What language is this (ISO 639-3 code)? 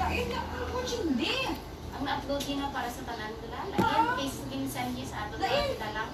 hil